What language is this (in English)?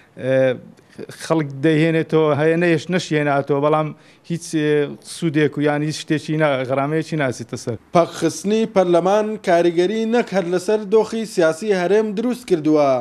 Central Kurdish